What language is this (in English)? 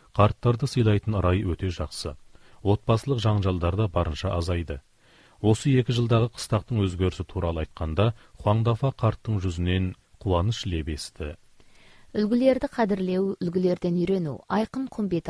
Kazakh